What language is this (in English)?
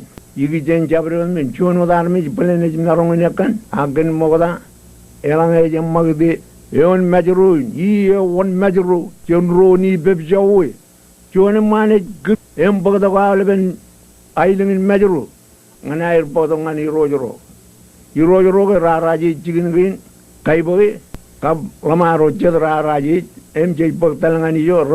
Marshallese